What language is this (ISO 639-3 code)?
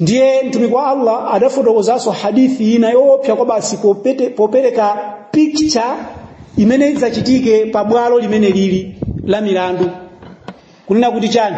nya